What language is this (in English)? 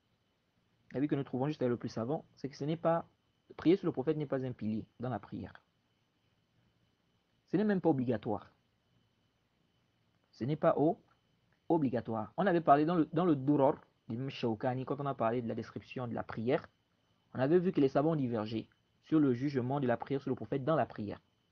French